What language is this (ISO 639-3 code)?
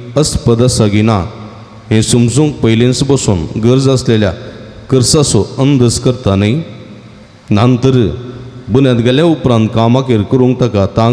kok